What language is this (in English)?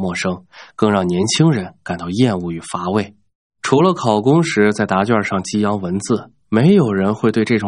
Chinese